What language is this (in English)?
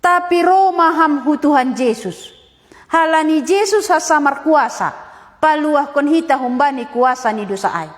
Batak Simalungun